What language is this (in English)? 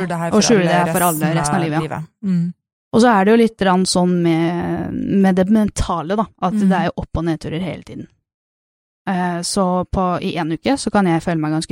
Norwegian